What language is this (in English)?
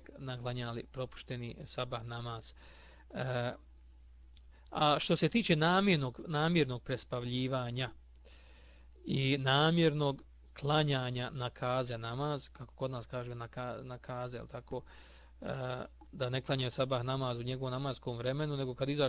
Bosnian